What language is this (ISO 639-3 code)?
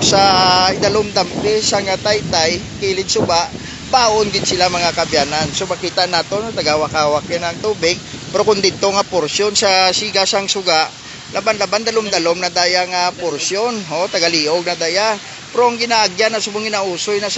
hil